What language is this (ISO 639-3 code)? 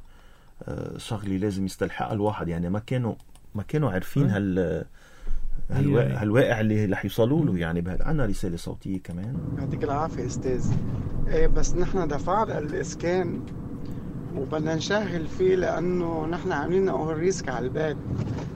apc